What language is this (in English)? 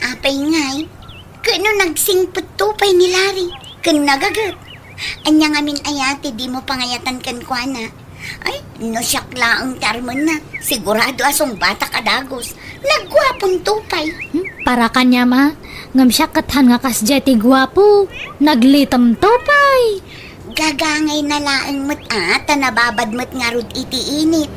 Iloko